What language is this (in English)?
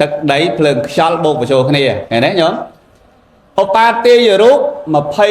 Khmer